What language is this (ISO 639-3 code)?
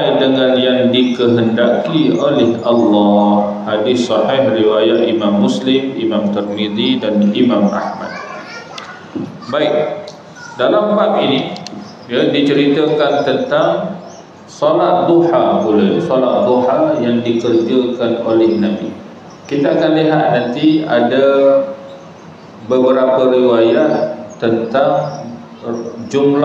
msa